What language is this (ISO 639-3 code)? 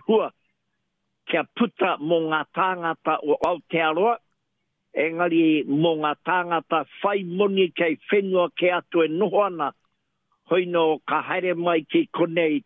mri